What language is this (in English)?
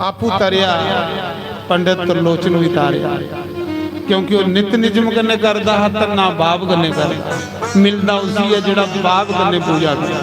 Dogri